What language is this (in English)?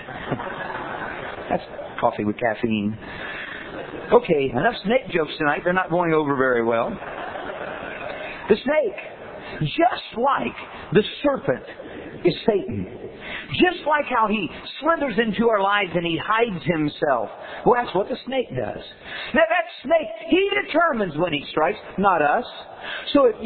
English